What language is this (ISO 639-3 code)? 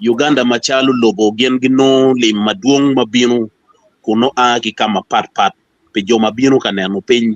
ach